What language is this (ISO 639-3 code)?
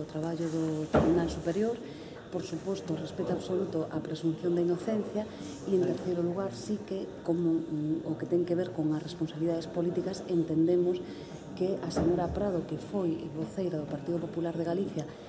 glg